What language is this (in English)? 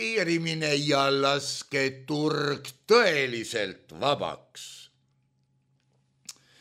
Estonian